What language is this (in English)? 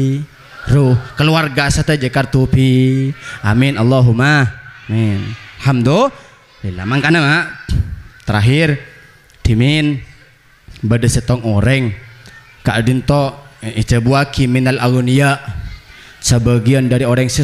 Madurese